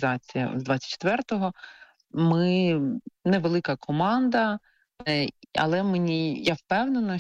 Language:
Ukrainian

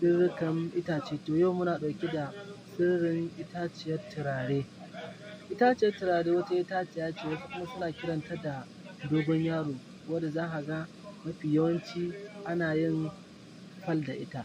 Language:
Hausa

